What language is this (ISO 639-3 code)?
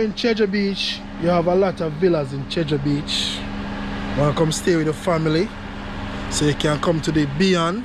jam